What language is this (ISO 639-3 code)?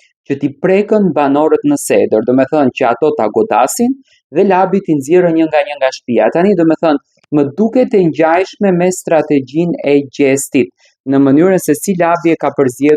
sqi